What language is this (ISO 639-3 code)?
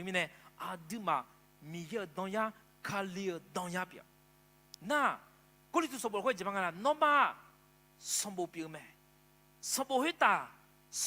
ahk